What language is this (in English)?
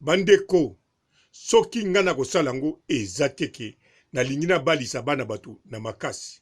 Lingala